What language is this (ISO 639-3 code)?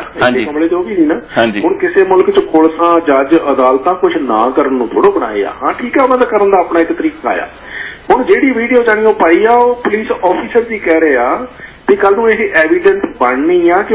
pan